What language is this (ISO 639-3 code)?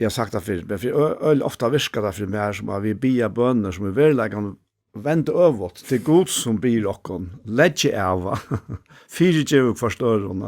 fao